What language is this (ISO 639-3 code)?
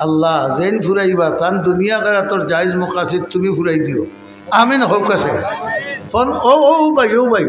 syl